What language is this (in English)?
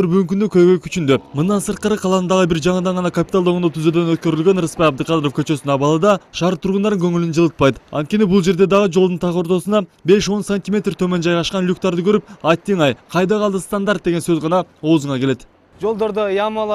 Kyrgyz